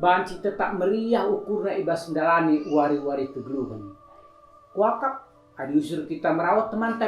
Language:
Batak Karo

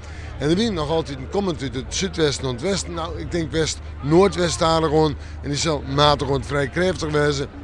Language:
Western Frisian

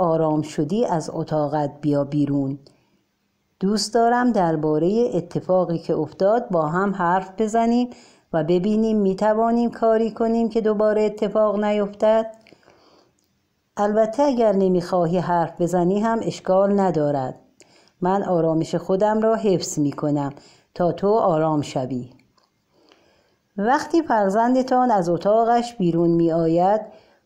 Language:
Persian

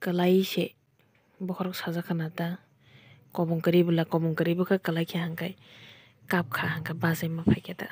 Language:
Kok Borok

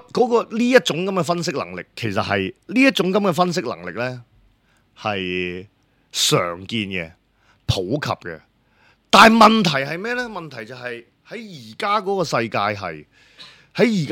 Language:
Cantonese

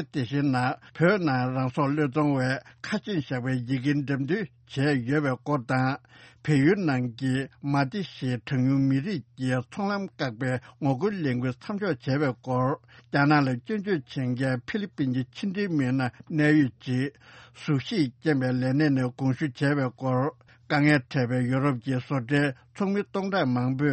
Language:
Tibetan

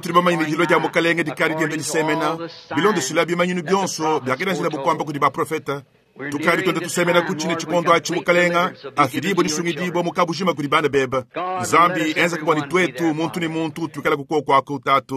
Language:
Luba-Lulua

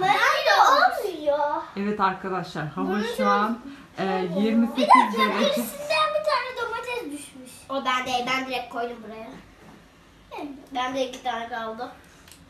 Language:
Turkish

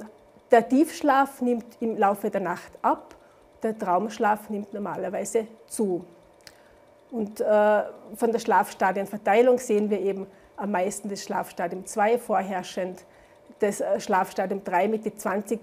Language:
German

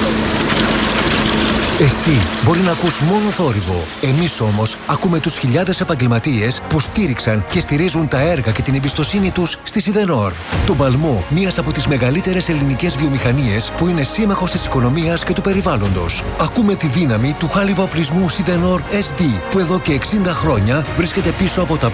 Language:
Greek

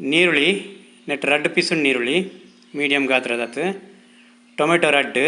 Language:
Tulu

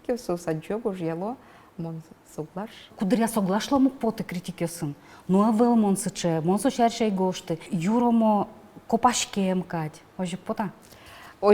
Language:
Udmurt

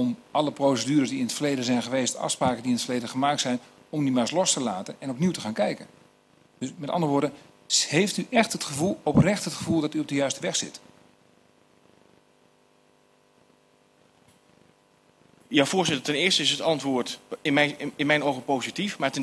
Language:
Dutch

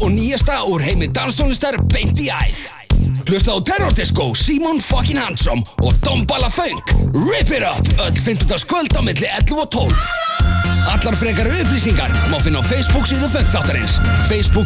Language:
Icelandic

